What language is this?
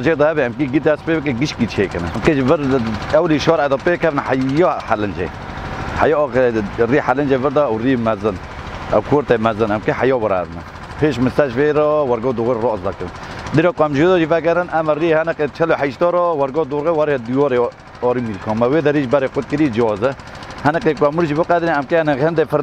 Kurdish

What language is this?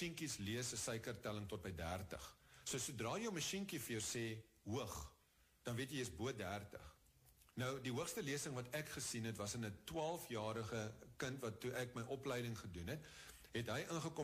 Afrikaans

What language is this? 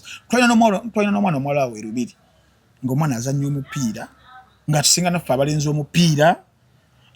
Ganda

